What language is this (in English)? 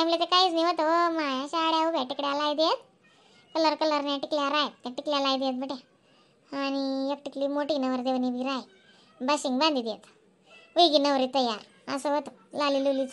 Khandesi